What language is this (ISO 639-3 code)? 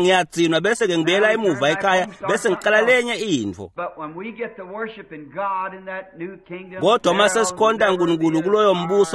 ssw